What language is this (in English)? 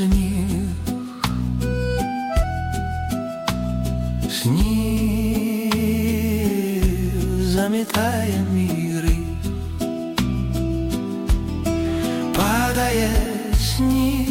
Ukrainian